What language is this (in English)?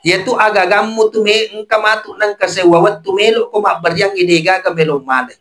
Buginese